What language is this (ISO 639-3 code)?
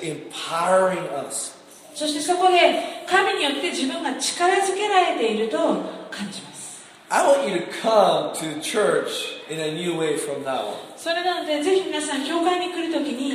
jpn